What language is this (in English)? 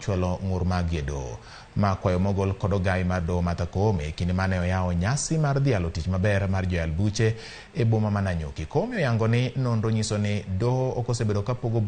Luo (Kenya and Tanzania)